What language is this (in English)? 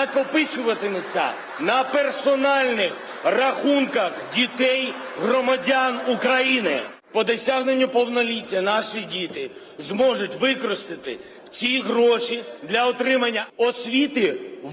Ukrainian